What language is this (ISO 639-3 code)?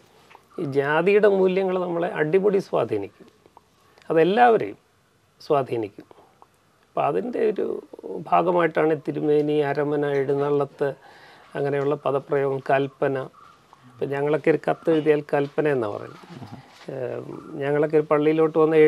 mal